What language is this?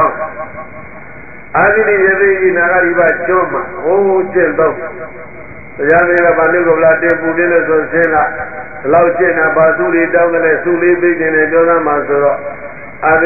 Burmese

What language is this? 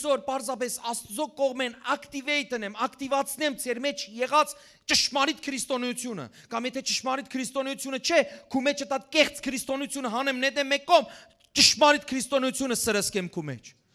Western Armenian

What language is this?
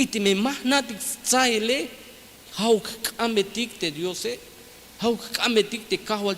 Tzeltal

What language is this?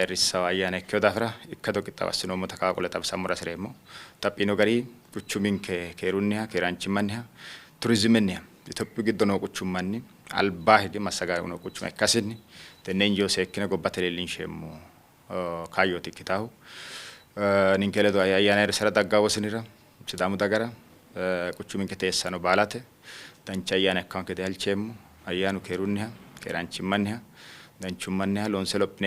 Sidamo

